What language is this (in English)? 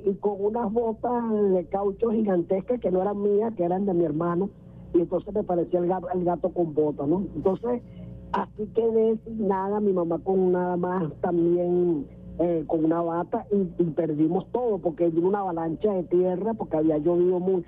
Spanish